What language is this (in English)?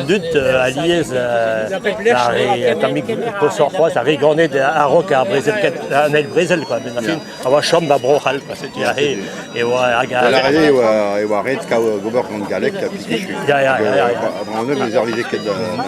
Breton